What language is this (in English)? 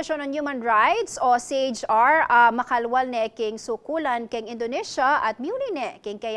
Pampanga